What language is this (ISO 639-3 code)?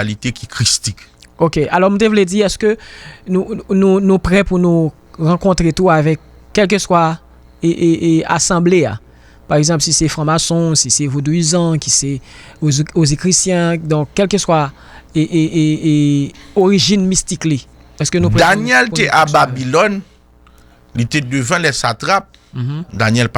hat